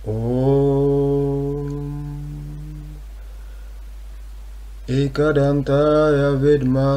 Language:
Sanskrit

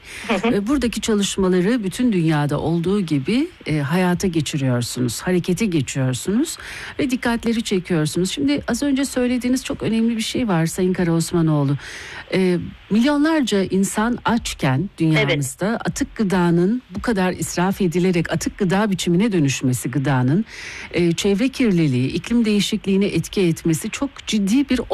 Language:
Turkish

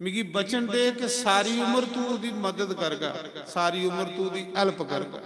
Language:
Dogri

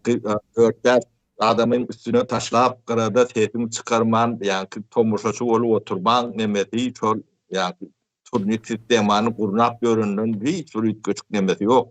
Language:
Turkmen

